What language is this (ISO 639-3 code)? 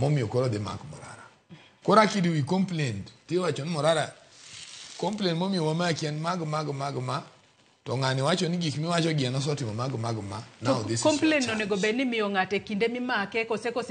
luo